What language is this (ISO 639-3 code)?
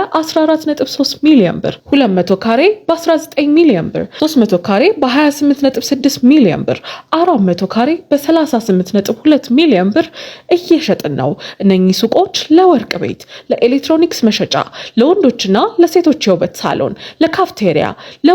amh